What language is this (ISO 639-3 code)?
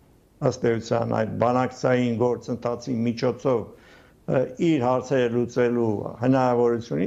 hye